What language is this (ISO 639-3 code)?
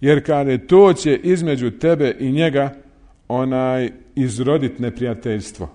bos